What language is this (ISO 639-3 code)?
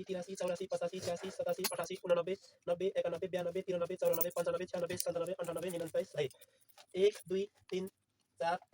nep